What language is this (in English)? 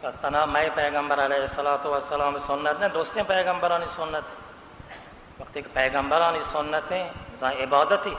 Baluchi